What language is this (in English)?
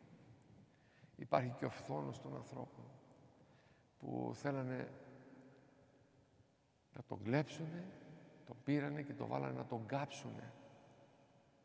Greek